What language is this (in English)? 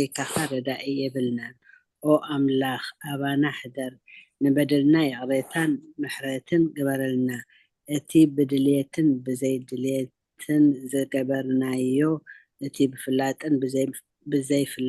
Tigrinya